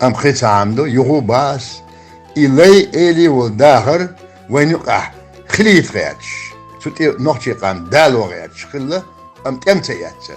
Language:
Chechen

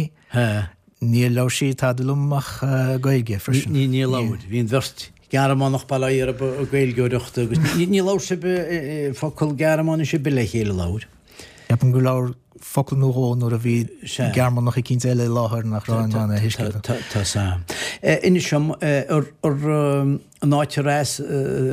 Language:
Irish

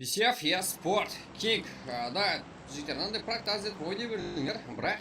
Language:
Kara-Kalpak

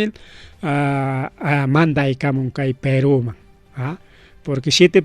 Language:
Ayacucho Quechua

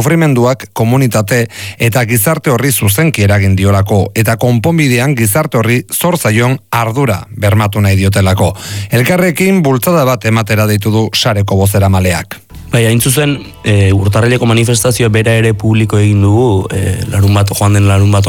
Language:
Basque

